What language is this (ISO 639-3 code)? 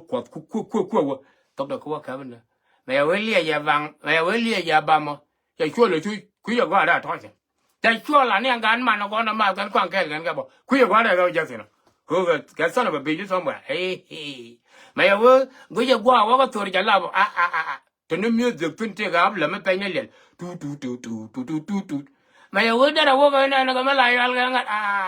nus